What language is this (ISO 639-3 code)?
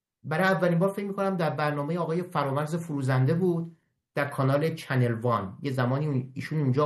fas